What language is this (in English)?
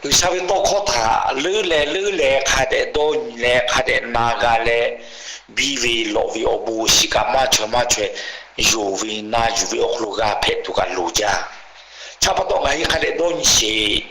Lahu